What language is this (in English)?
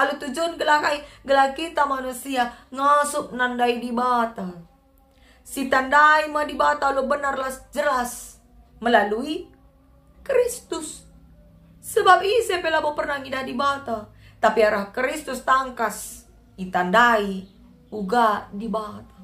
Batak Karo